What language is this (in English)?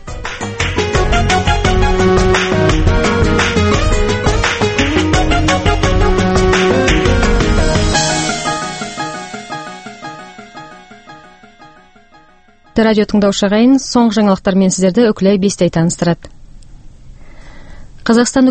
Kazakh